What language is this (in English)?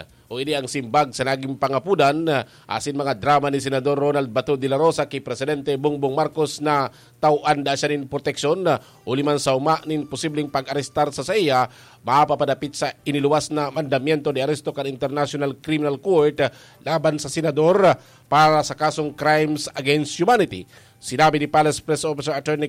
Bikol